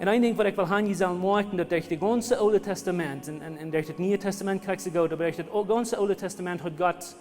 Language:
Plautdietsch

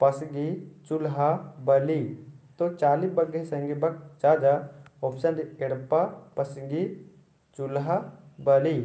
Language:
Kurukh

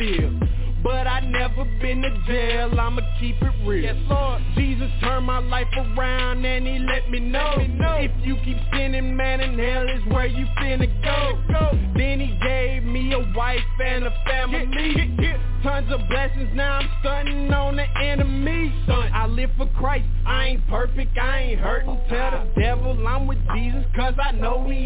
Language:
English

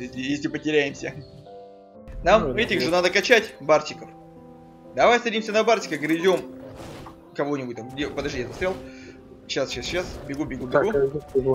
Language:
Russian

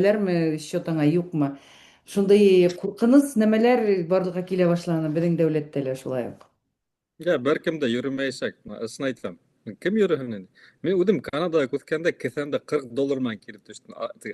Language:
Bashkir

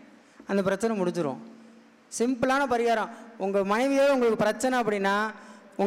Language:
Tamil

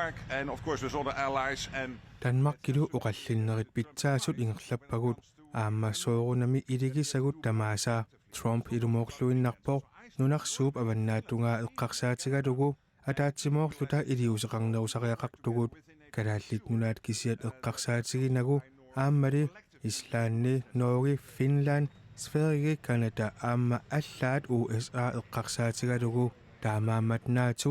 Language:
Kalaallisut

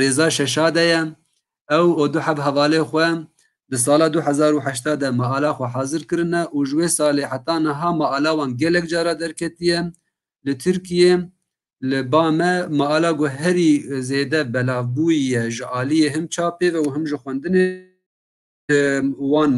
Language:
Kurdish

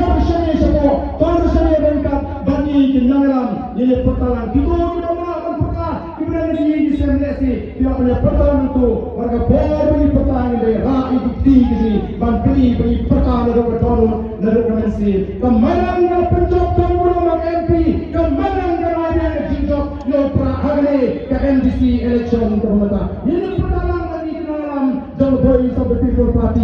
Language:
Khasi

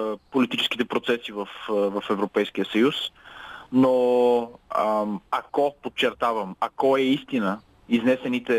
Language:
Bulgarian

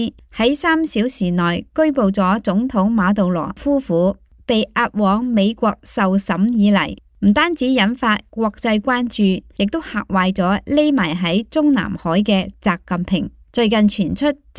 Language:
Cantonese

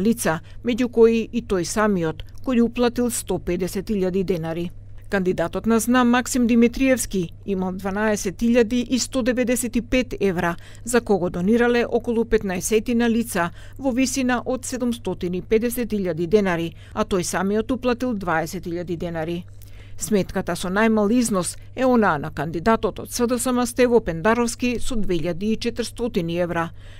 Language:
Macedonian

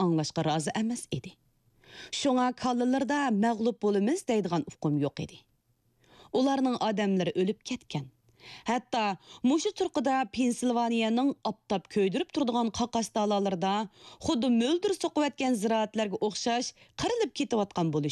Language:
Uyghur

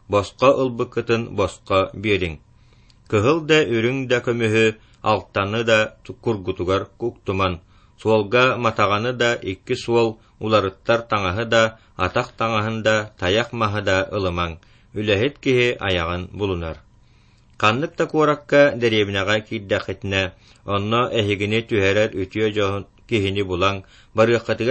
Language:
Yakut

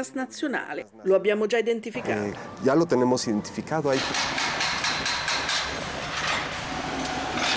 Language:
Italian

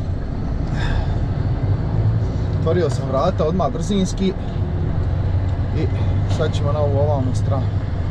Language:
Croatian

